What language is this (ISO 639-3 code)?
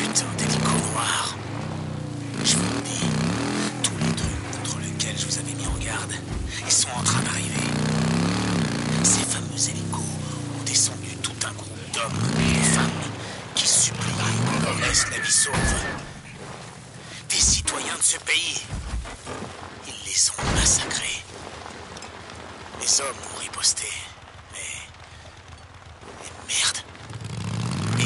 fra